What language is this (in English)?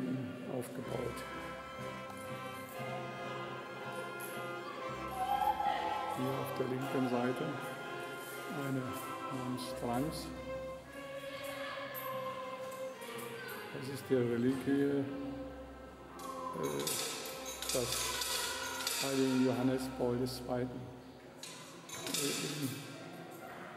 German